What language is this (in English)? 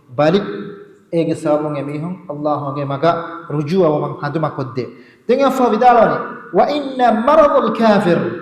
Divehi